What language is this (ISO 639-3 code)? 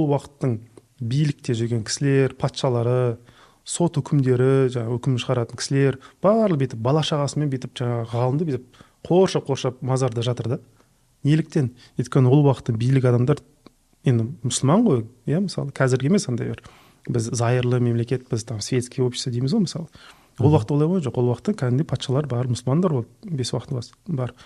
kaz